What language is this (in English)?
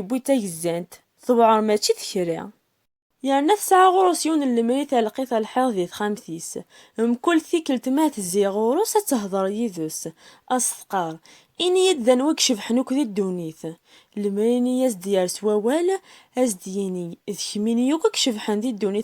Kabyle